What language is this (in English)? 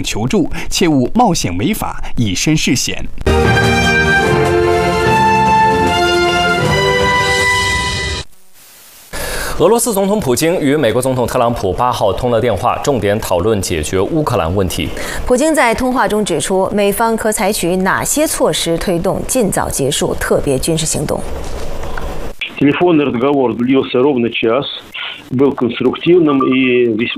Chinese